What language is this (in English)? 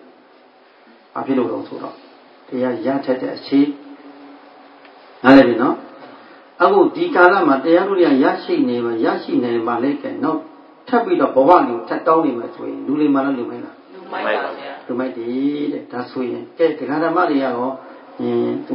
Burmese